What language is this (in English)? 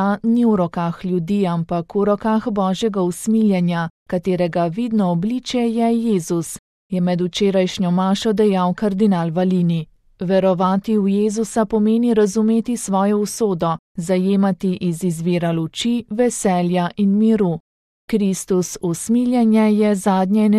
Slovenian